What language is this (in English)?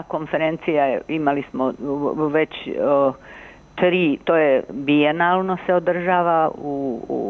Serbian